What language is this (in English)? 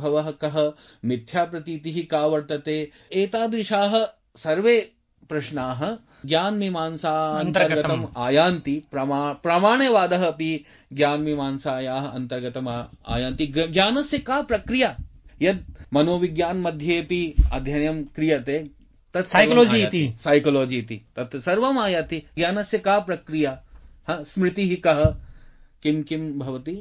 Sanskrit